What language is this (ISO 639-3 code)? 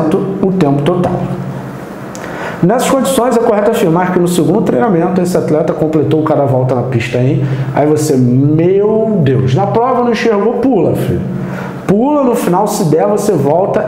por